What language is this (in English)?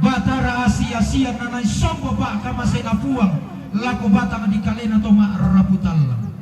Toraja-Sa'dan